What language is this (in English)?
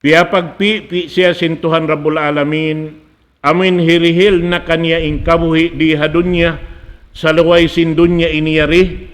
Tausug